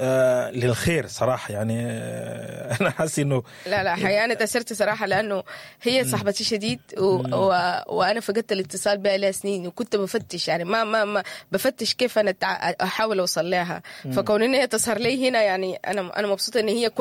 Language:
Sudanese Arabic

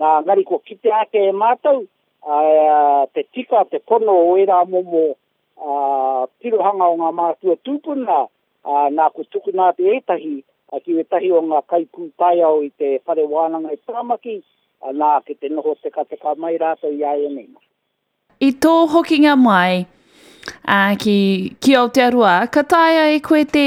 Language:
Māori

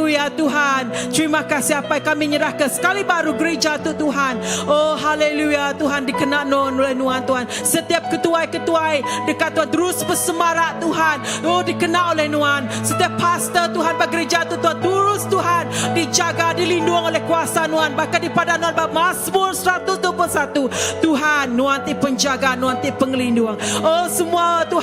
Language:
Iban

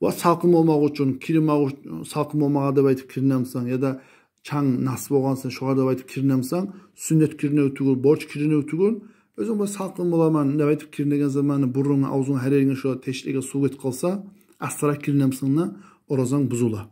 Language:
Kumyk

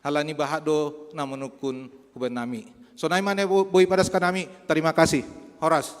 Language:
Batak Simalungun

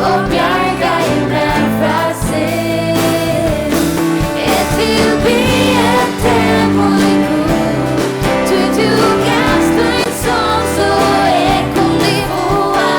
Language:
Faroese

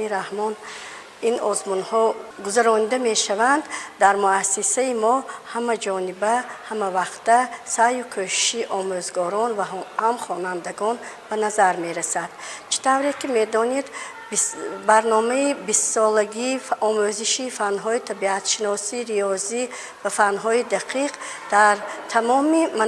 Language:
Tajik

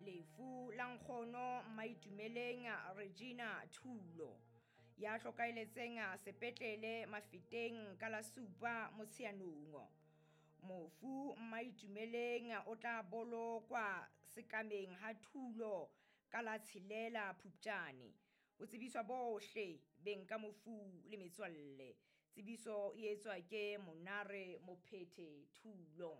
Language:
Southern Sotho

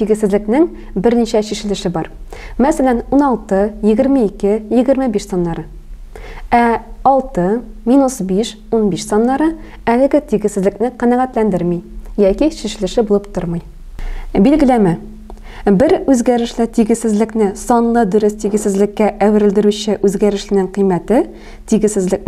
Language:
Tatar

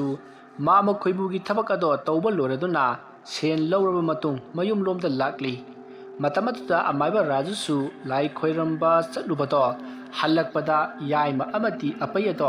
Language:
Manipuri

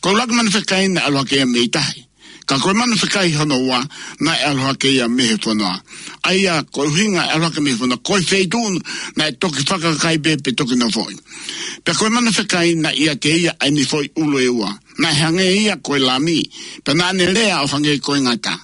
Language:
Tongan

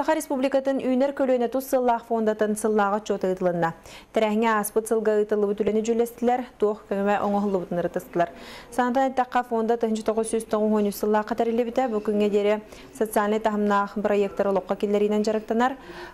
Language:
Yakut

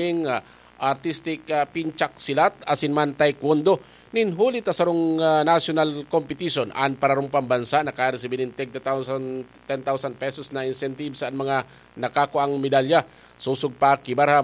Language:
Bikol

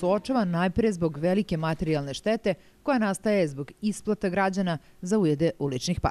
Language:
Serbian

